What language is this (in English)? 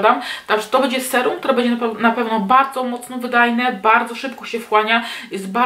Polish